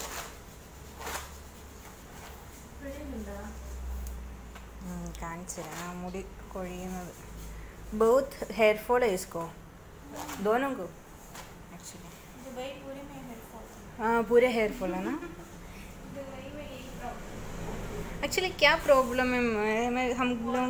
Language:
Malayalam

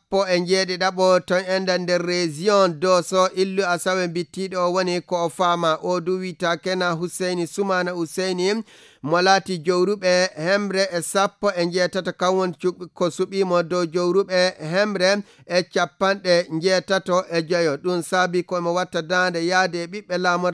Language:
Fula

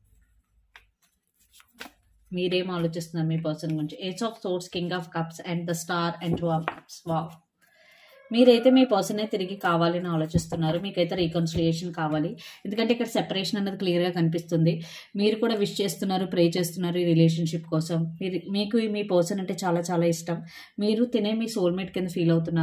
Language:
Telugu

